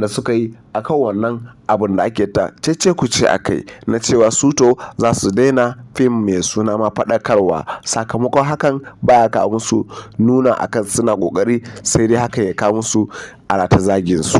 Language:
Hausa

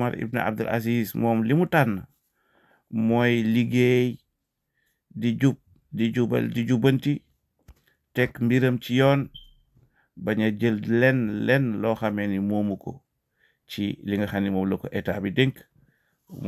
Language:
Wolof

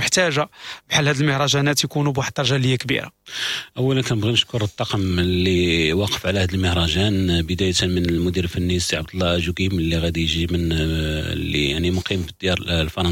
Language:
Moroccan Arabic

